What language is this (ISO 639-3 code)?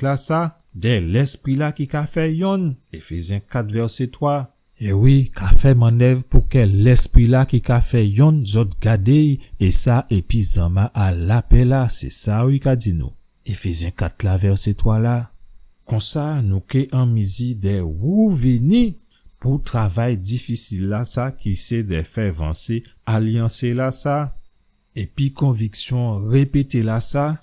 gcf